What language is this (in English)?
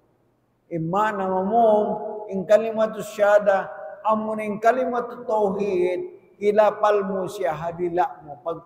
Tausug